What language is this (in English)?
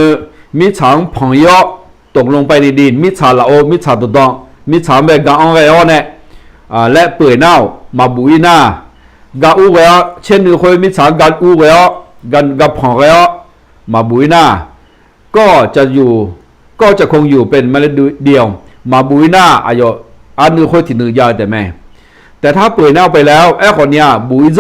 Akha